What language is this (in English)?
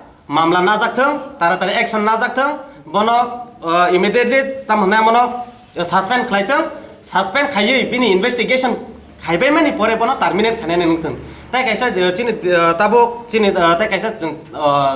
Kok Borok